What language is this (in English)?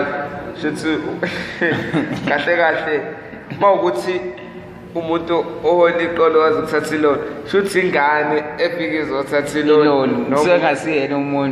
Zulu